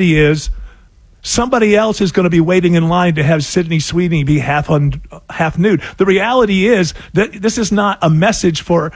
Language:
English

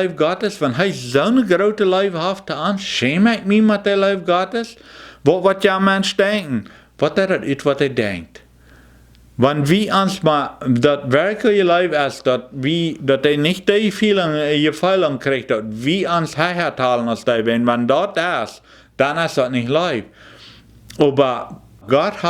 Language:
Plautdietsch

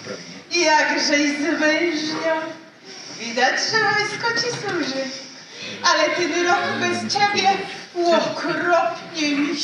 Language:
Silesian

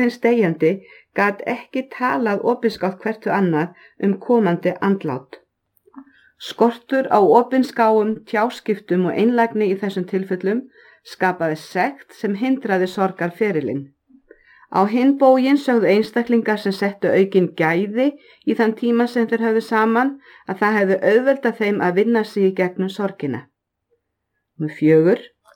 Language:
Icelandic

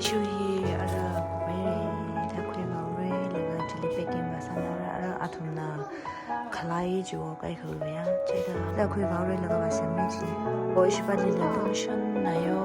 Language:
Tangkhul Naga (India)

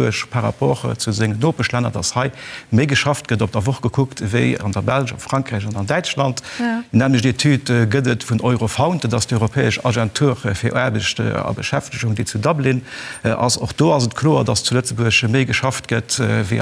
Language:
Luxembourgish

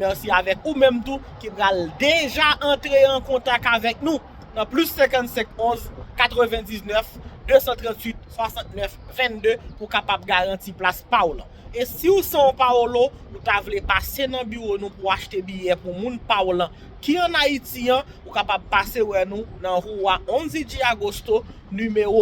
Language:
Haitian Creole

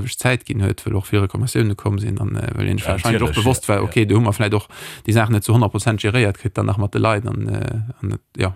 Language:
Luxembourgish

